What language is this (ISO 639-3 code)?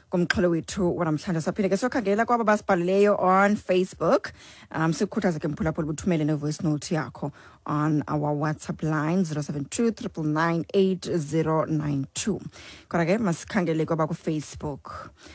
xho